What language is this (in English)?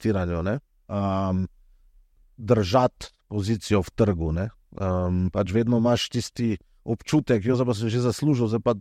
Slovenian